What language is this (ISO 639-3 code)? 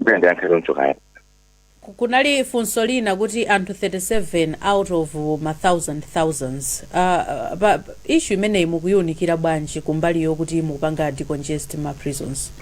nya